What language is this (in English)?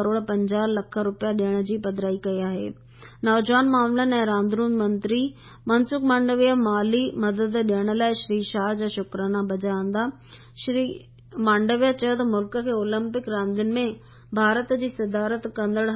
Sindhi